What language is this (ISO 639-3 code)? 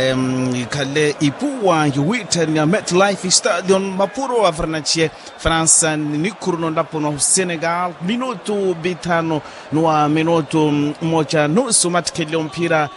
vmw